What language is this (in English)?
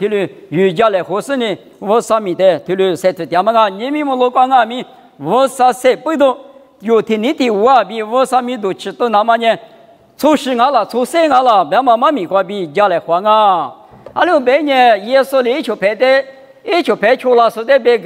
Lisu